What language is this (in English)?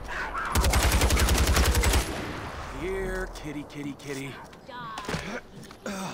Hungarian